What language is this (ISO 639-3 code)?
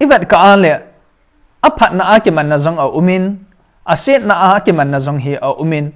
tcz